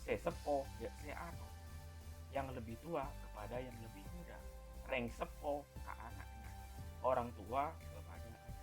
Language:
Madurese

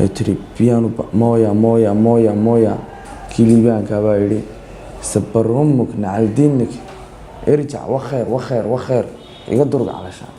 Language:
Somali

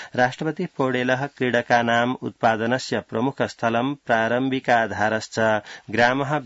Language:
Sanskrit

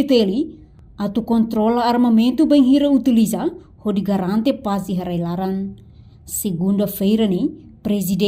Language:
Tetum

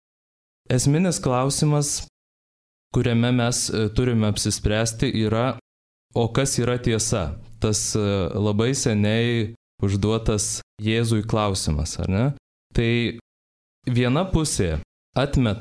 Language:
Lithuanian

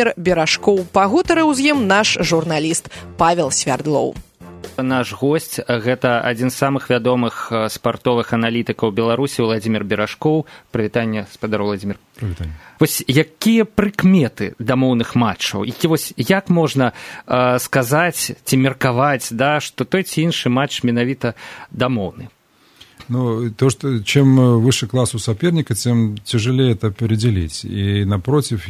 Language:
Belarusian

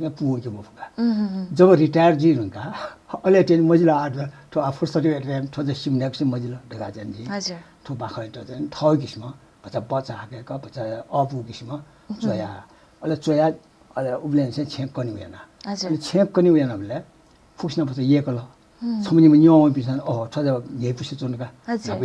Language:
Newari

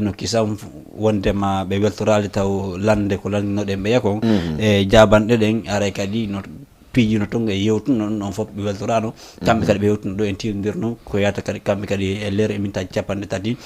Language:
Fula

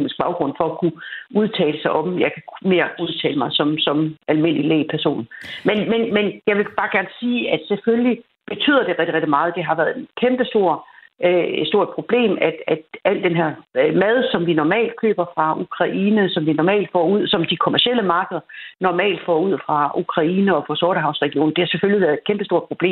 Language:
Danish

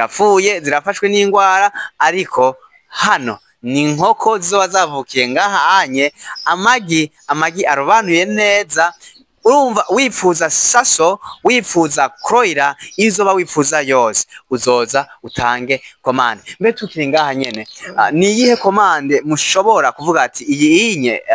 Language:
Rundi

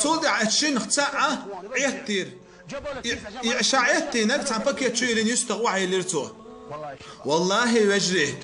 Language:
Chechen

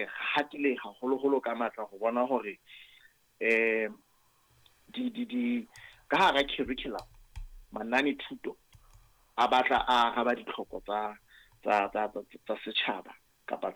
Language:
Southern Sotho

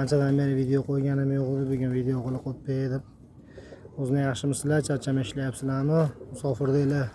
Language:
Uzbek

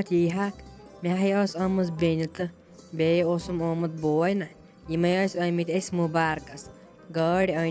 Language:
Kashmiri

